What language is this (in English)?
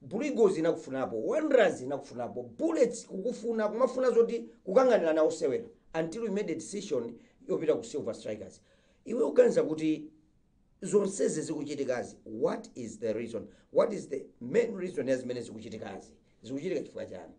Nyanja